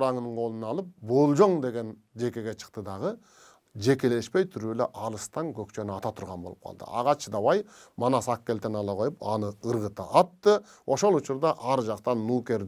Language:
Kyrgyz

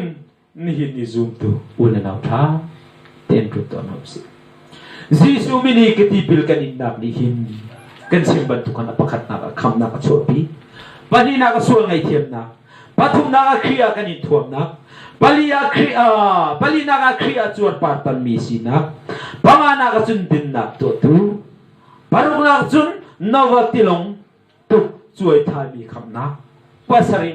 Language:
Hakha Chin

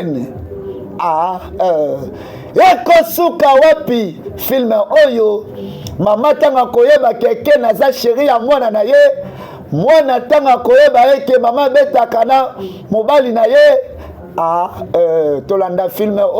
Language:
Lingala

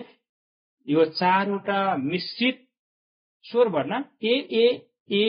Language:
Nepali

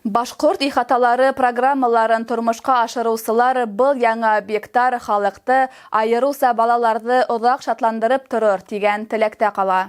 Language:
Bashkir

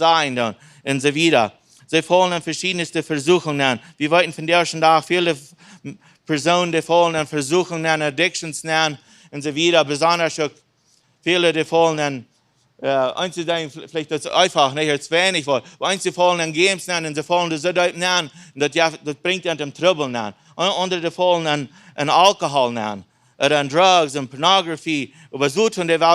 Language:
Plautdietsch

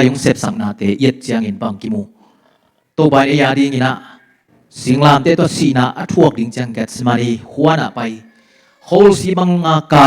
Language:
Tedim Chin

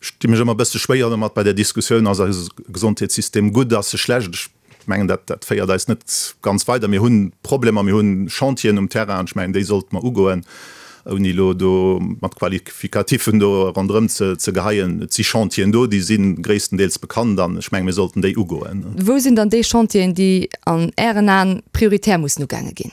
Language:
Luxembourgish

